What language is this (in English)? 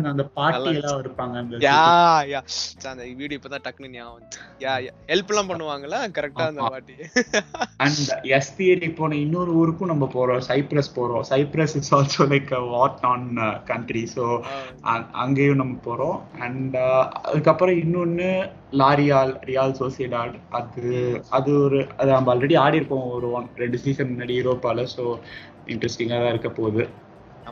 Tamil